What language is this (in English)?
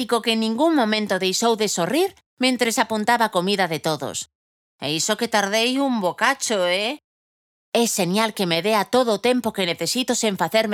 Galician